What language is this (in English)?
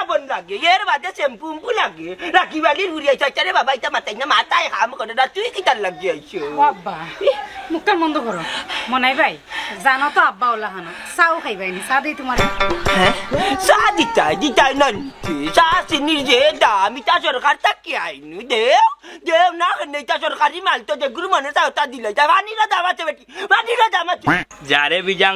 Sylheti